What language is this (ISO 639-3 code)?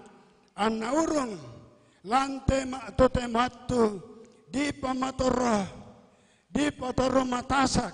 sda